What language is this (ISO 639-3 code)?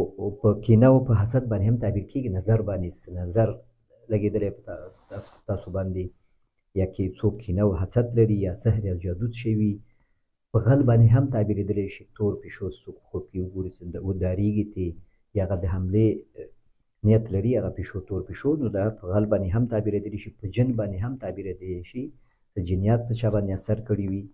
pus